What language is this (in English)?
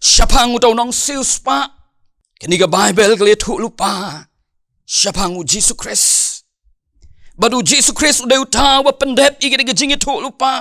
Khasi